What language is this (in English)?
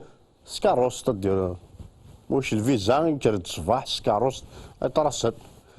Kabyle